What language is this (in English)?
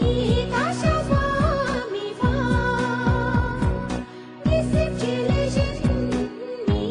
Xavánte